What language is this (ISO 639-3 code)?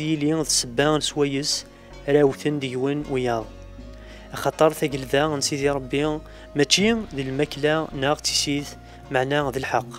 kab